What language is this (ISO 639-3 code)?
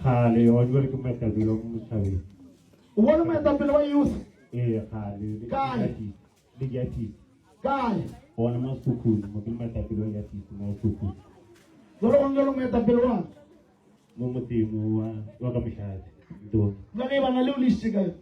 nso